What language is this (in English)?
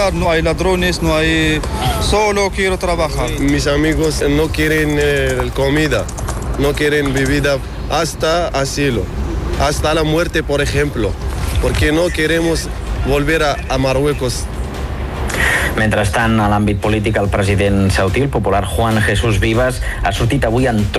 Catalan